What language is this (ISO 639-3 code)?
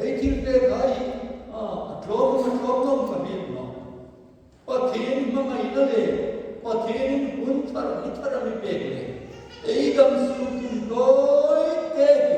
hmr